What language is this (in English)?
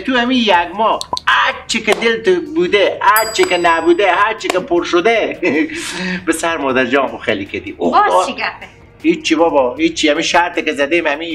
Persian